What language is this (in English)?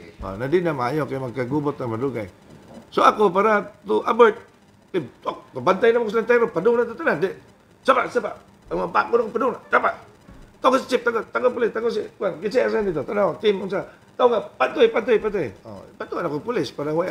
Cebuano